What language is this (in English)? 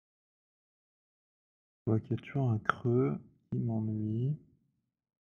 French